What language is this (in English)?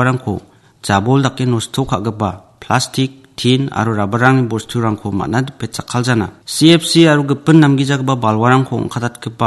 Garo